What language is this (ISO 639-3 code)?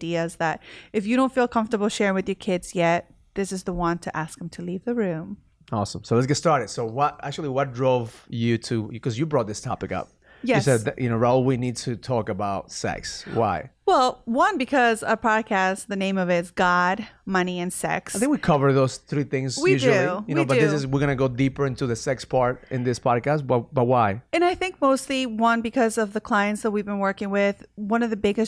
eng